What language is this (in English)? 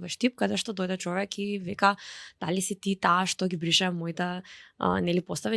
Macedonian